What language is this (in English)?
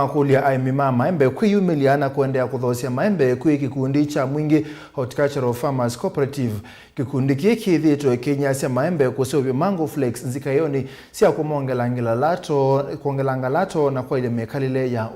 Kamba